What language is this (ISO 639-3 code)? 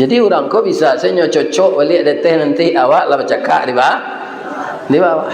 min